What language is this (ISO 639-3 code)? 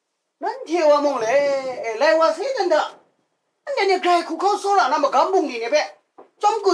kac